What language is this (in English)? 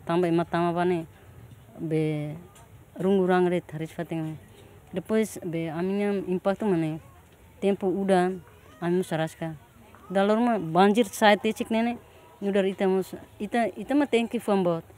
Tetum